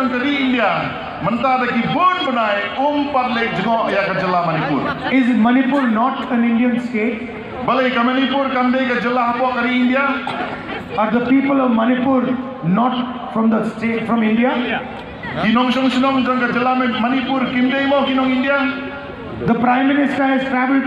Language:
Khasi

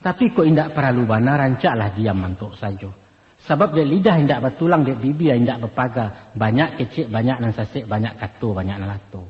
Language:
Minangkabau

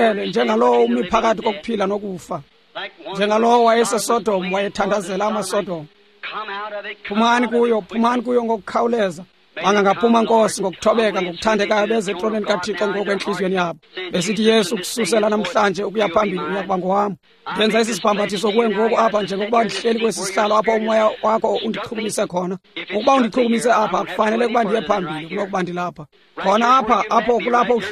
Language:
Xhosa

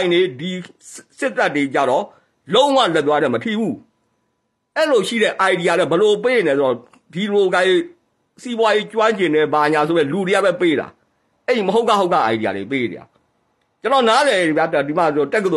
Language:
Burmese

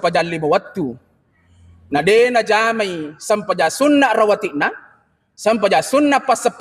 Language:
Buginese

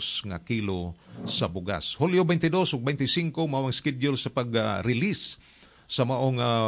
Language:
Cebuano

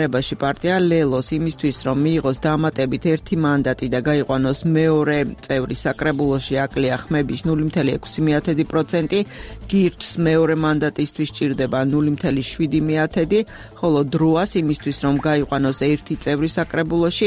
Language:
Georgian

